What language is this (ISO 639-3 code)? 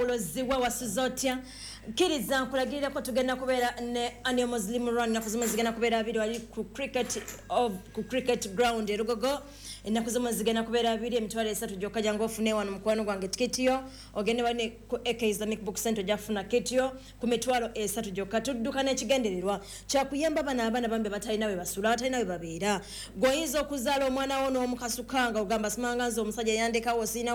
lug